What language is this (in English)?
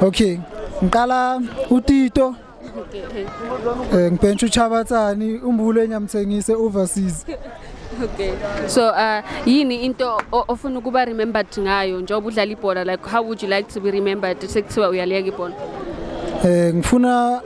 Zulu